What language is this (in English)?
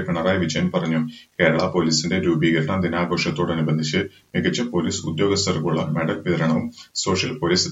Malayalam